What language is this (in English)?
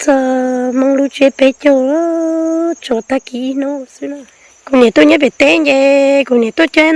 Hmong